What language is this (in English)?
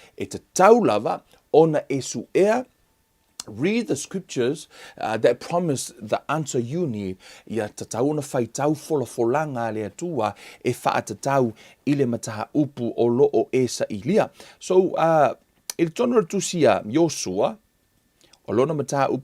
Samoan